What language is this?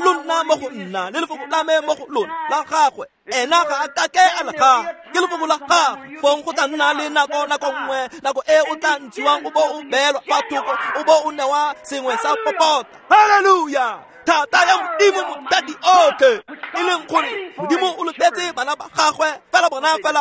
Tswana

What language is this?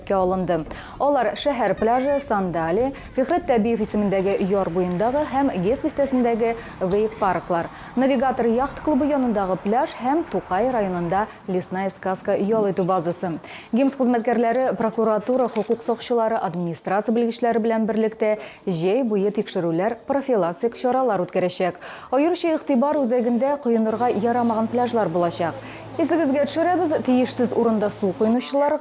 Tatar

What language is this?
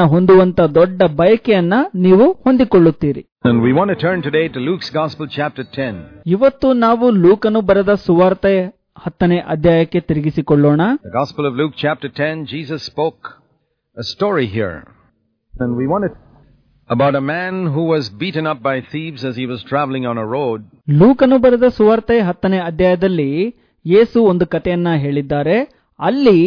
Kannada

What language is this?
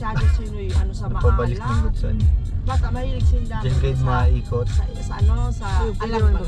Bikol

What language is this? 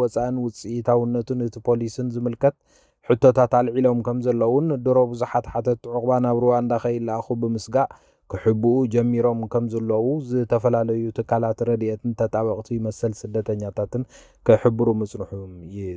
Tigrinya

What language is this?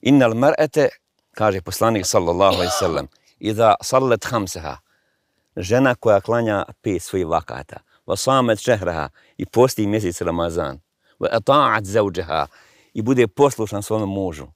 Bosnian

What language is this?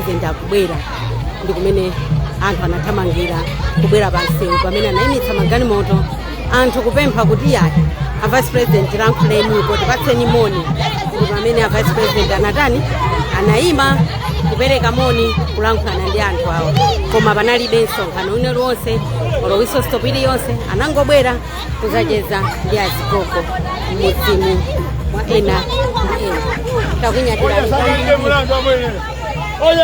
Nyanja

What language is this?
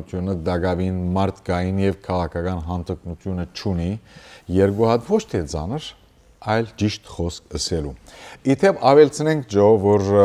Western Armenian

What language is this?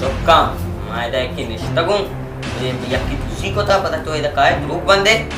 Baluchi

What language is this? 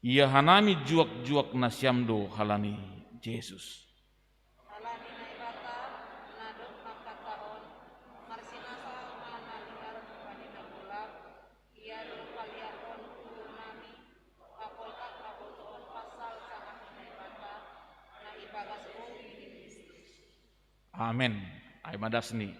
Batak Simalungun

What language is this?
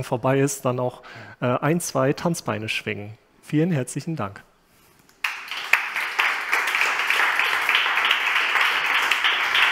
German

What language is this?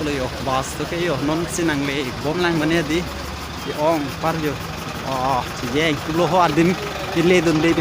Karbi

